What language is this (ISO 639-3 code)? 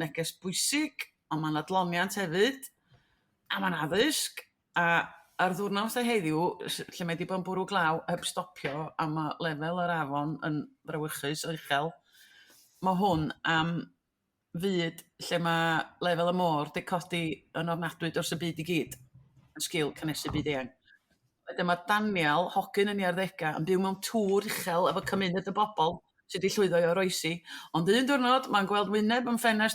cym